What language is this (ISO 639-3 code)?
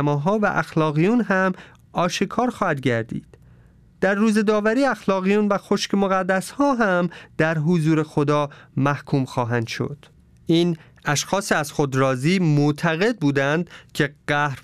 fas